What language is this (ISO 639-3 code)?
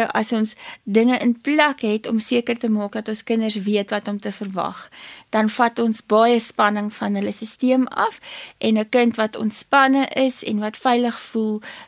afr